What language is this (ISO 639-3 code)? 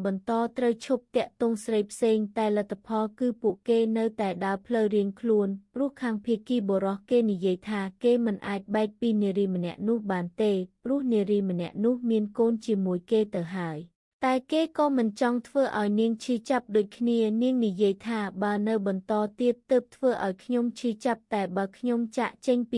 khm